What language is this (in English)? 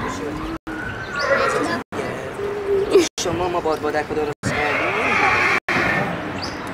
Persian